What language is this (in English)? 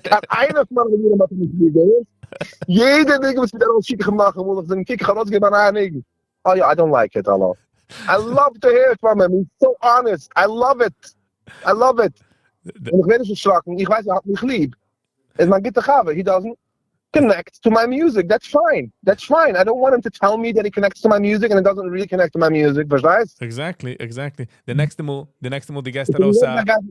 Yiddish